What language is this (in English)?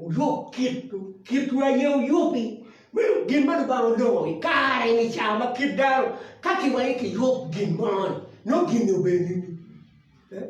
Acoli